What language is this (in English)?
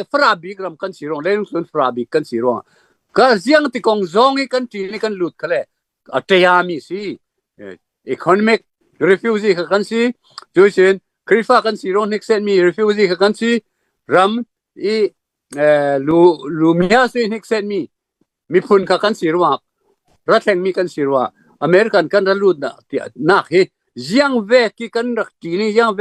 Falam Chin